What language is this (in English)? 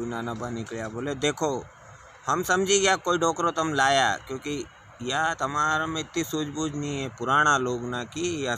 Rajasthani